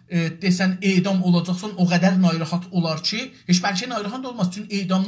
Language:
South Azerbaijani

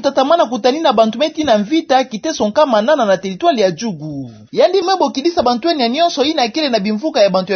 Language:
Kituba (Democratic Republic of Congo)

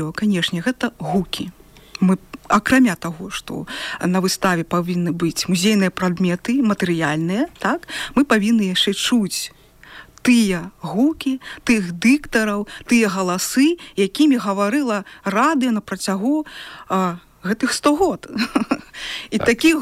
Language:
Belarusian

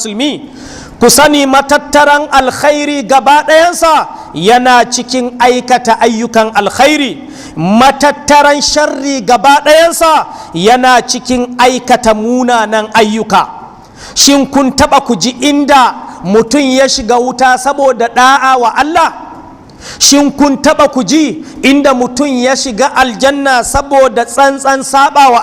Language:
Hausa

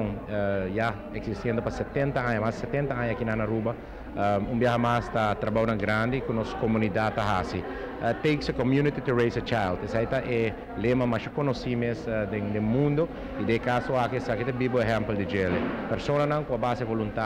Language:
Papiamento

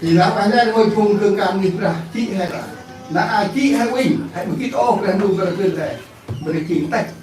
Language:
Central Mnong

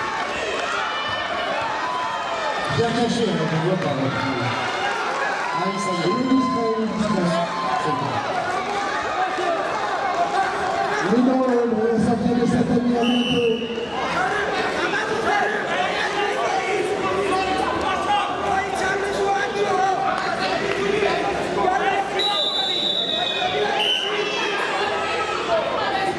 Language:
French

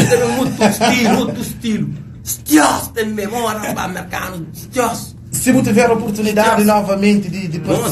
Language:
Kabuverdianu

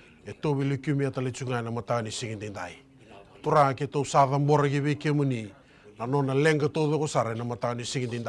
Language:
Fijian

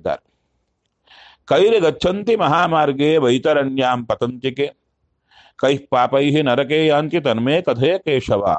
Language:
Kannada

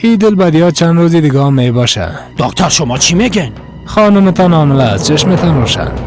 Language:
Persian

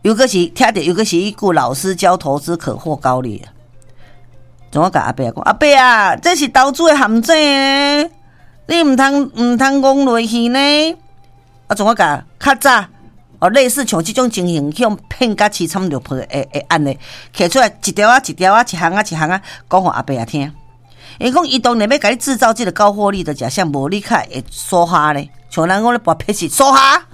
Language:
Min Nan Chinese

